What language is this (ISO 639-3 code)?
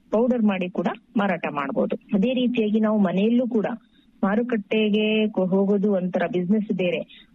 kan